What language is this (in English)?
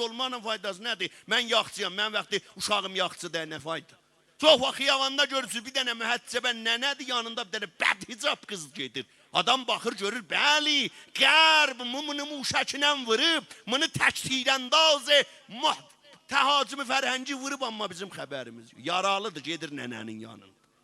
South Azerbaijani